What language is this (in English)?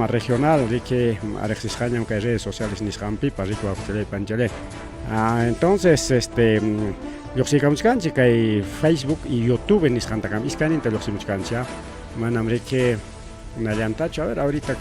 Ayacucho Quechua